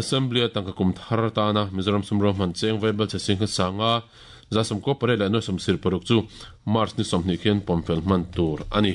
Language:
Mizo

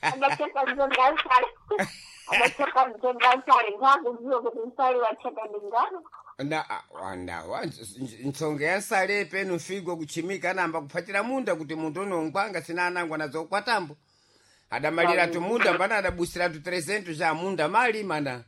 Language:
Sena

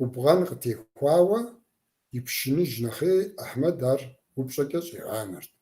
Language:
Kabardian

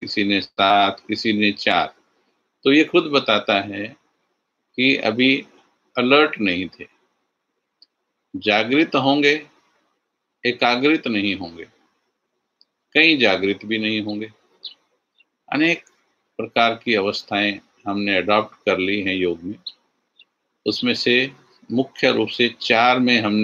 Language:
Hindi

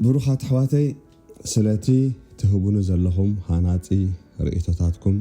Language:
Tigrinya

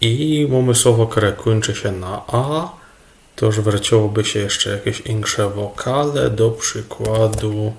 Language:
Silesian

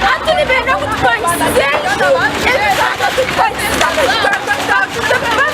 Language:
Nyankole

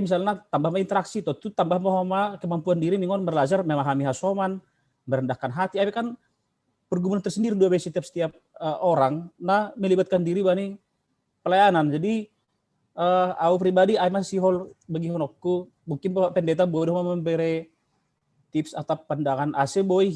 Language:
Batak Simalungun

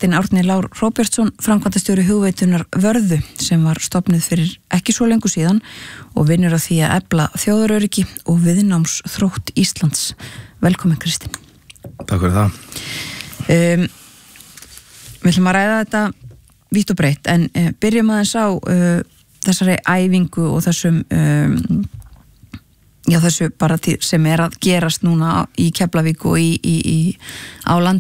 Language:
Icelandic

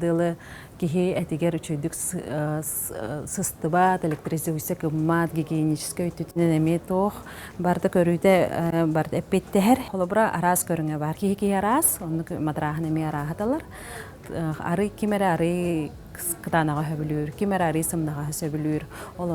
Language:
Yakut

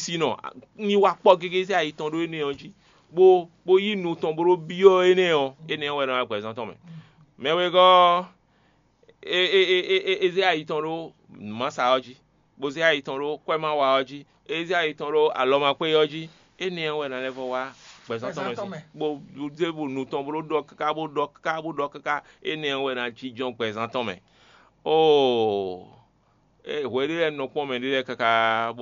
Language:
Fon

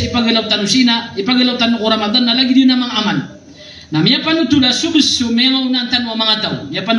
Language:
Maranao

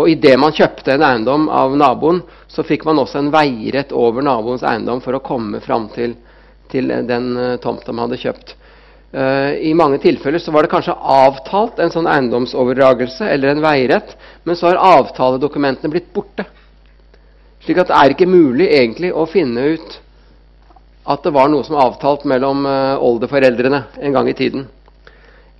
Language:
Norwegian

